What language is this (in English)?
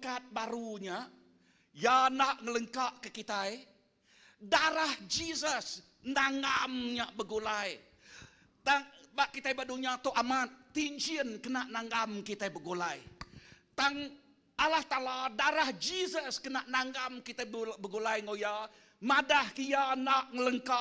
Iban